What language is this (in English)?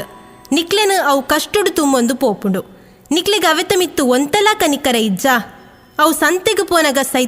Tulu